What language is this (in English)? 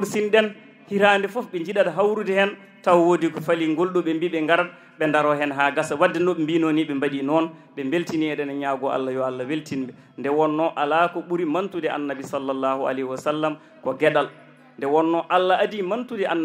Fula